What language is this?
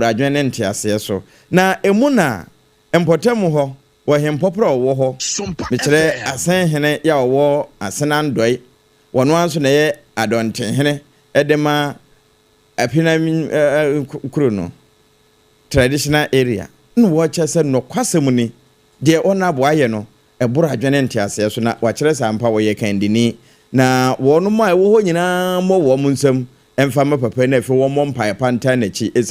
Akan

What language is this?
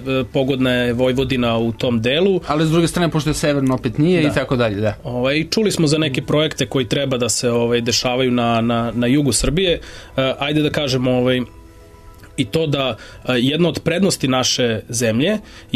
Serbian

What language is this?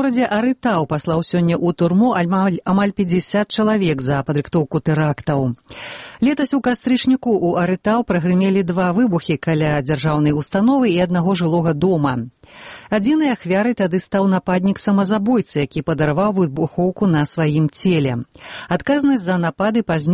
Belarusian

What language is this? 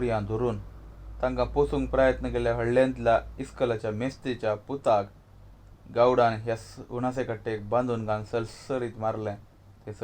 Konkani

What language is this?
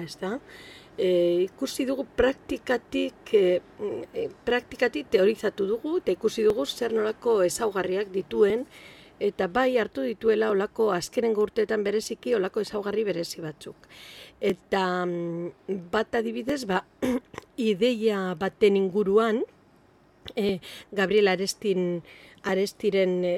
Basque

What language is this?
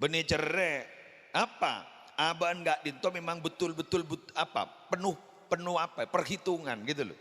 Madurese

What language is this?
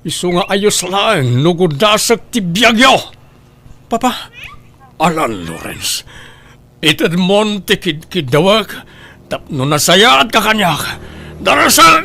Iloko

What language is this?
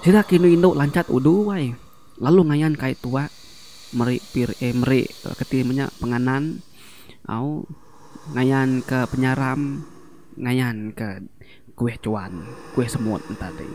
Iban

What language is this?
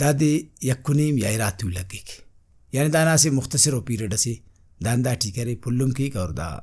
Brahui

